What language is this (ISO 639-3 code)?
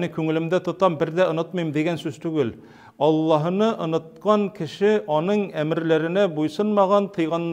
tat